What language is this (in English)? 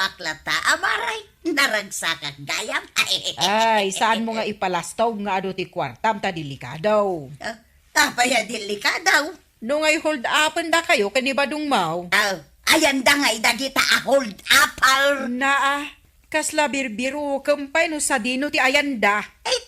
Iloko